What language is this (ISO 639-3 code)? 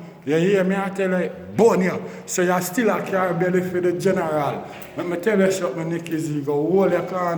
jam